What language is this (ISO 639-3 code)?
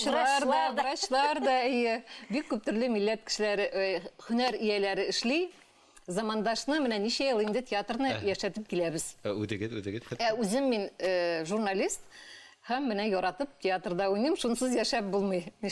bak